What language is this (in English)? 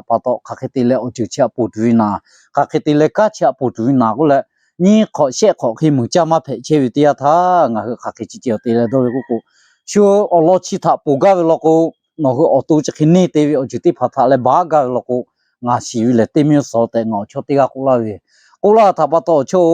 Lahu